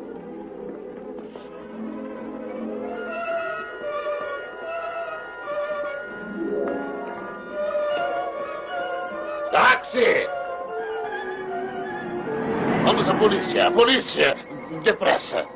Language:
Portuguese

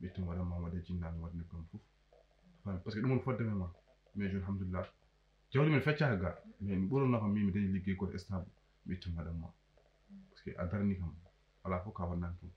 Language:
Fula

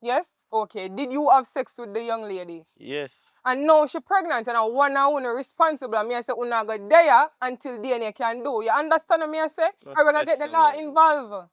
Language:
Jamaican Creole English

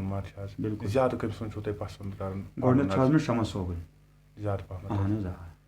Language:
Kashmiri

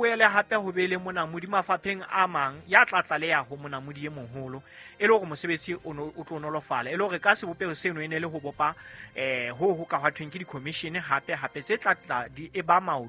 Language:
Southern Sotho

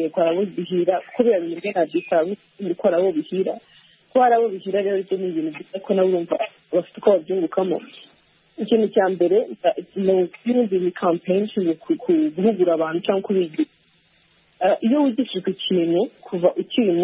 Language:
Kinyarwanda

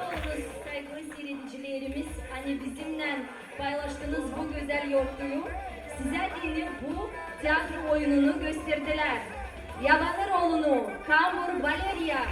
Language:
Gagauz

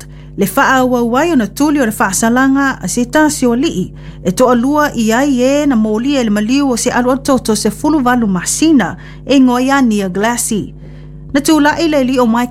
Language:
Samoan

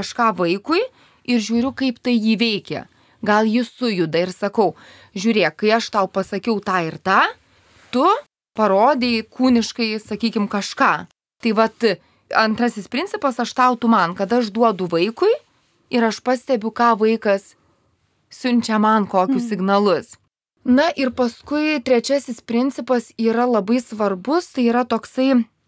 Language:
Lithuanian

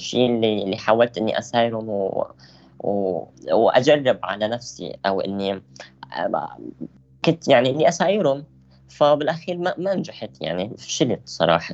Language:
North Levantine Arabic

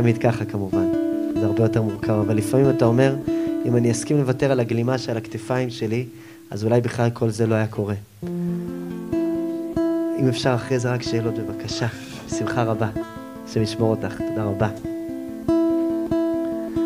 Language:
Hebrew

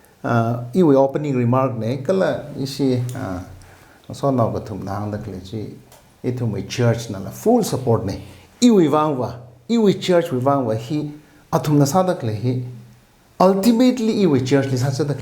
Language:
Tangkhul Naga (India)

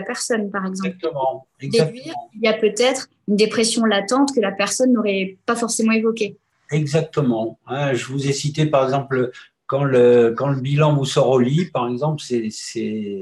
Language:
French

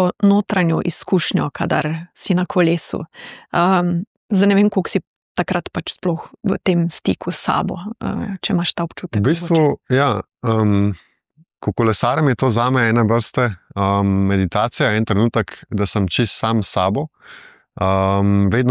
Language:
Slovenian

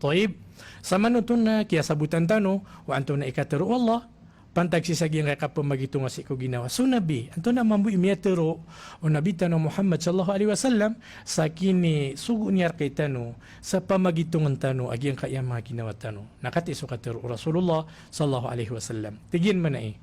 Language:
Maranao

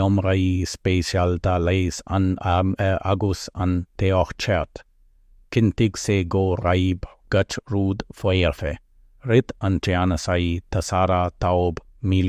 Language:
Irish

